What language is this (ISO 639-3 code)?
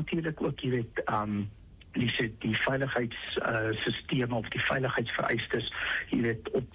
afr